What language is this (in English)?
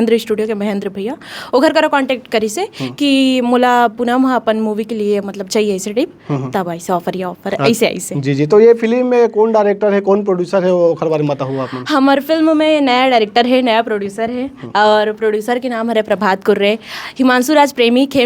Chhattisgarhi